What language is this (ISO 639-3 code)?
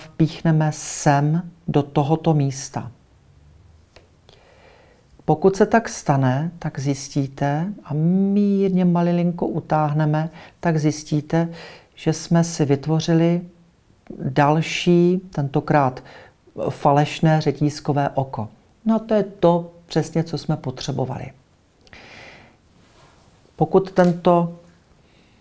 ces